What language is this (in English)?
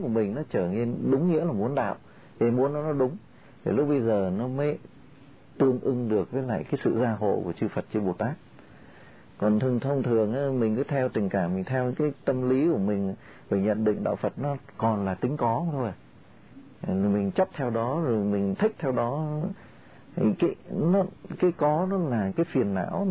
Vietnamese